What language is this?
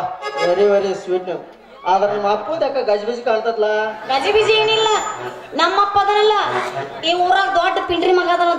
Kannada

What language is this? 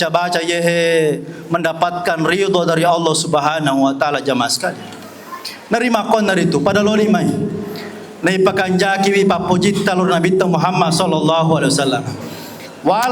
Buginese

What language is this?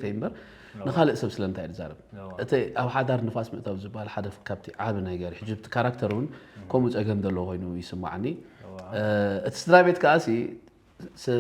Tigrinya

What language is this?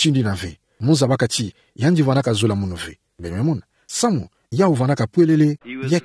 Kituba (Democratic Republic of Congo)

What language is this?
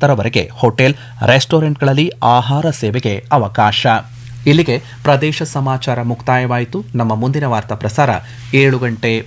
Kannada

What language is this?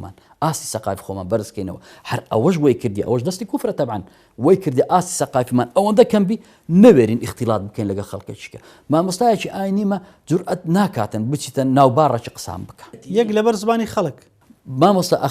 Central Kurdish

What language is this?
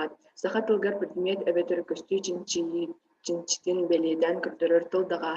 Yakut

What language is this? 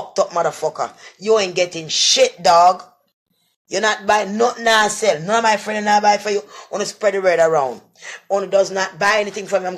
Jamaican Creole English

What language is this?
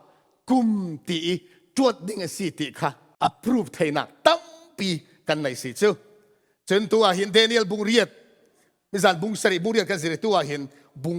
Falam Chin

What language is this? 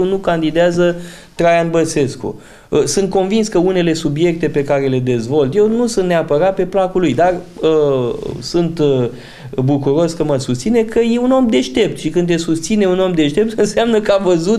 Romanian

